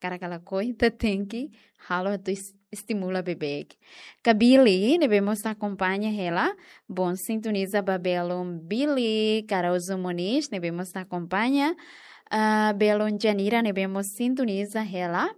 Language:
Tetum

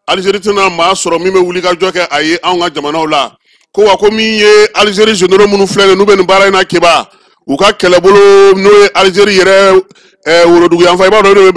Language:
Bambara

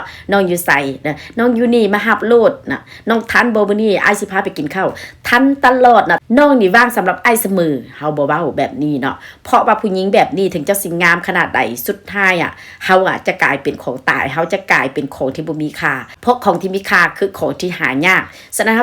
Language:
Northeastern Thai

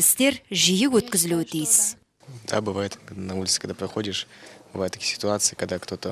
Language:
Kazakh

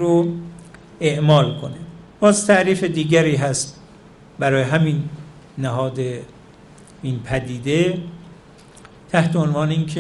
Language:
Persian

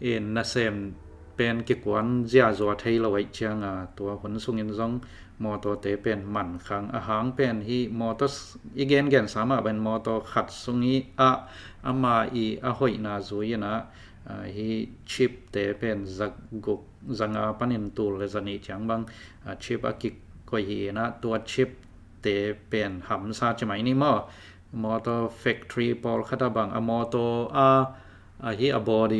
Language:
Tedim Chin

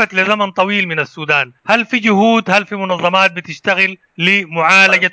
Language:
Sudanese Arabic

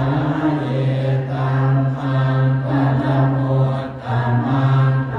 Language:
Pali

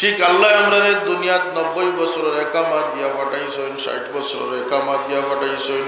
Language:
Sylheti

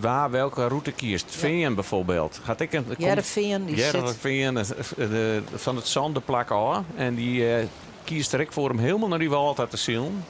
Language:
Western Frisian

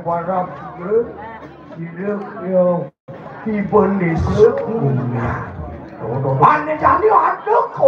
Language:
Balinese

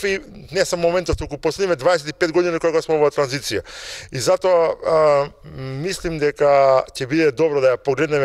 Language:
Macedonian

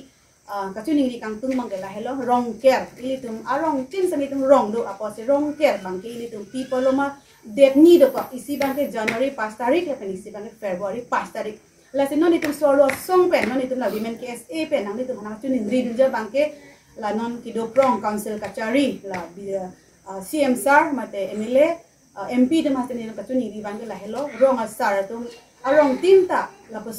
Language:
Karbi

